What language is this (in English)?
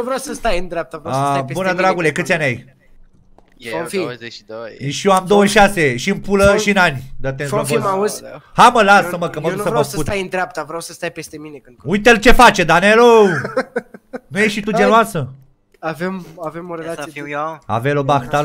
Romanian